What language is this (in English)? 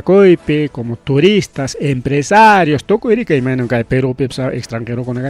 Ayacucho Quechua